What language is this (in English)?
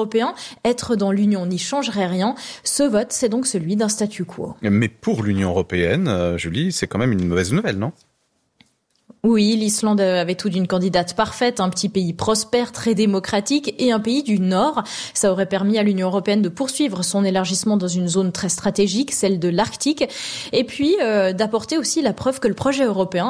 French